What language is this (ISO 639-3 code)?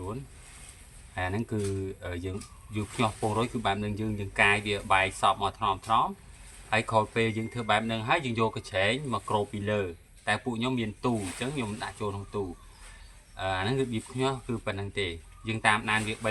khm